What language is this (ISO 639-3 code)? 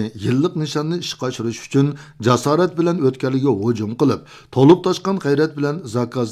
uig